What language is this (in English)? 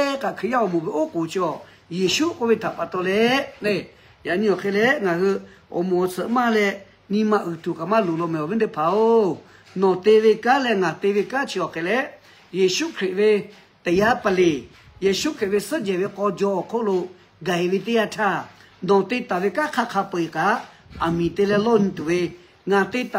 Lahu